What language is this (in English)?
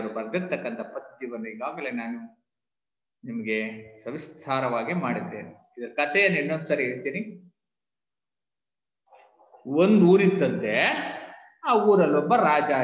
Kannada